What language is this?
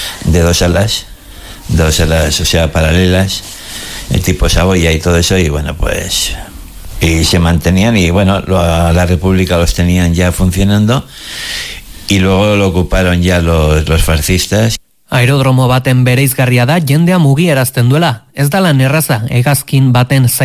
Basque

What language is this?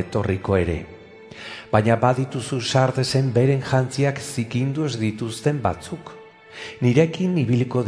Basque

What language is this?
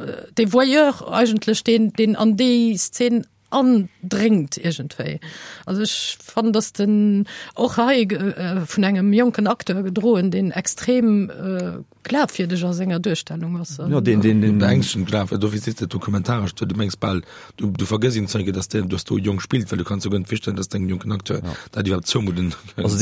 Luxembourgish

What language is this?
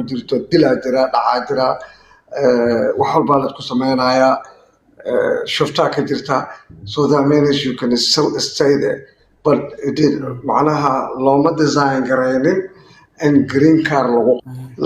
Somali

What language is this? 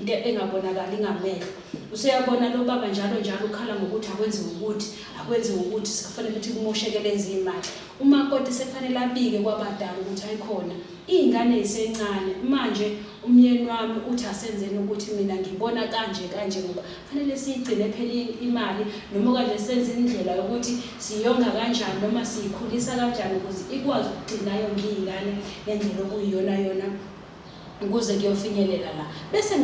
Zulu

